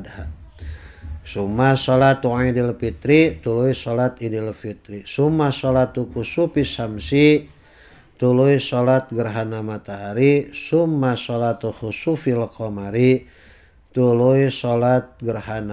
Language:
Sundanese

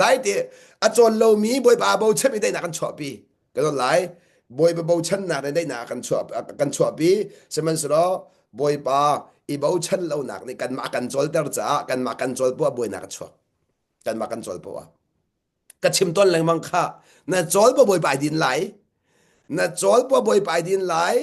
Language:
Hakha Chin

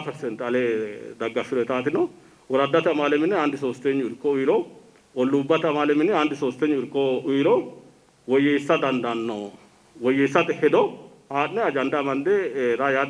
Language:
Sidamo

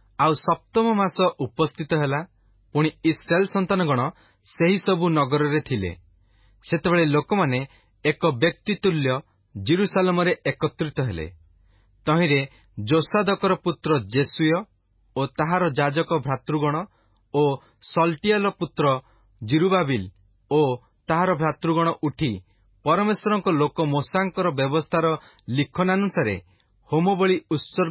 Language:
Odia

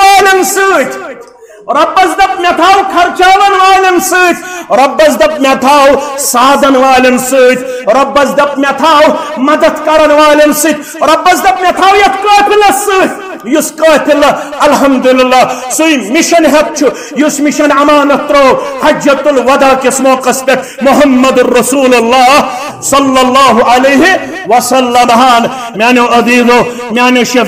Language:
Kashmiri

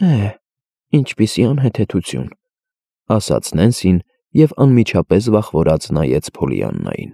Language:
Armenian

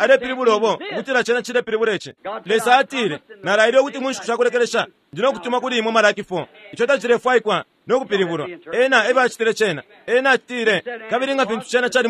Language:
Bemba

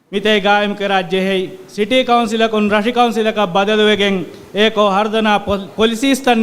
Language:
Divehi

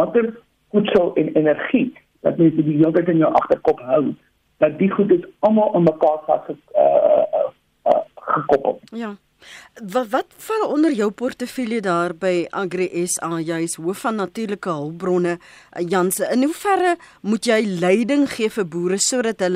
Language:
Afrikaans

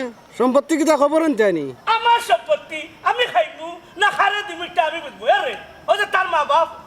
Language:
Sylheti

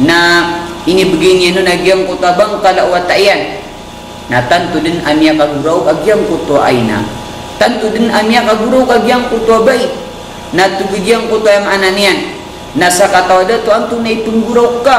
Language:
Maranao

